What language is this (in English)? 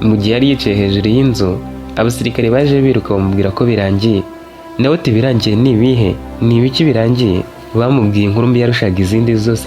Kinyarwanda